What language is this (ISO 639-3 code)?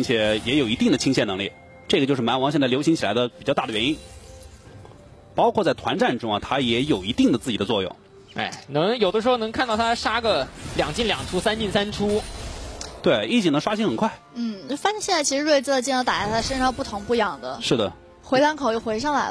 zho